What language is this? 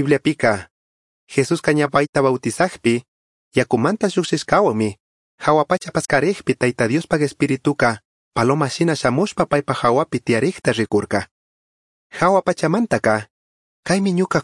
Chimborazo Highland Quichua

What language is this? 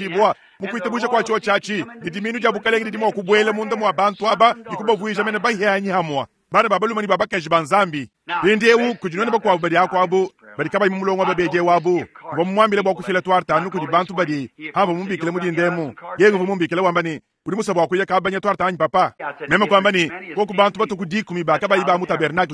Luba-Lulua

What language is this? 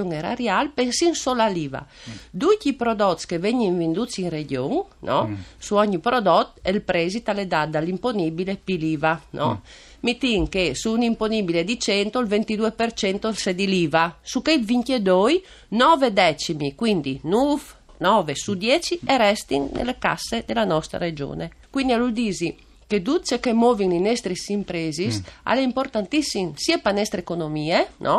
Friulian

